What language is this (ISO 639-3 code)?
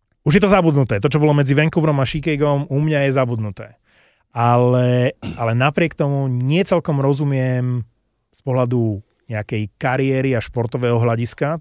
slk